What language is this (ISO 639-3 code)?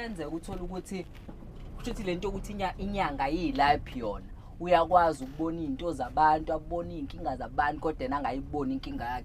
zul